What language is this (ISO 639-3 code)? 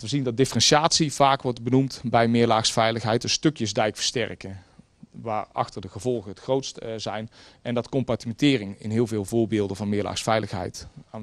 nld